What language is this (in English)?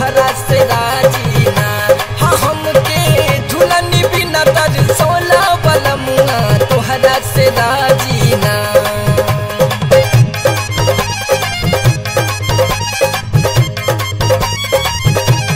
Bhojpuri